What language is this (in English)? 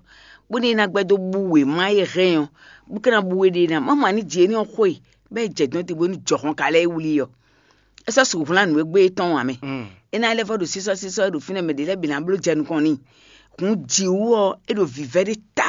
Fon